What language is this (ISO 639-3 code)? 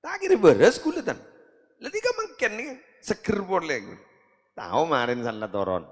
mad